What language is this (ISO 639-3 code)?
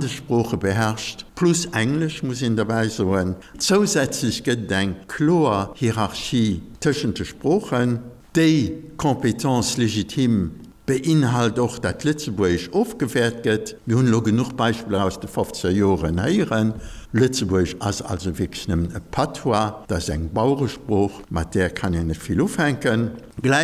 ltz